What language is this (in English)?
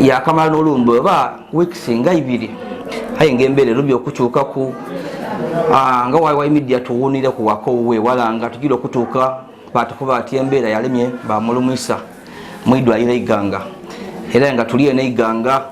Ganda